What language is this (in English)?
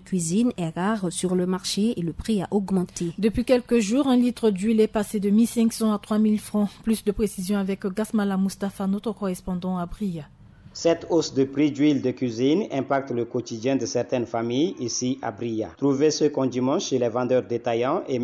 French